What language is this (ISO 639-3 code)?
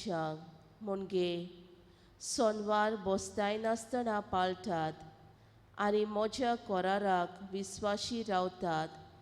kok